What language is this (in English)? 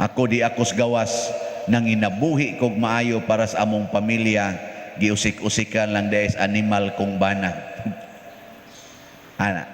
Cebuano